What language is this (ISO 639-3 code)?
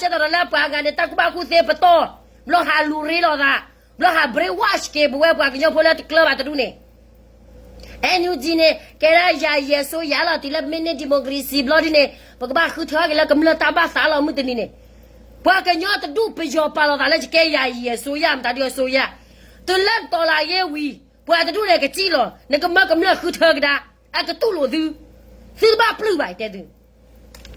ksw